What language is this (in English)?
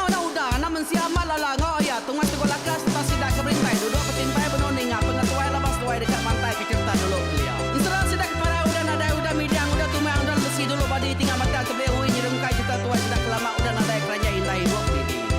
Iban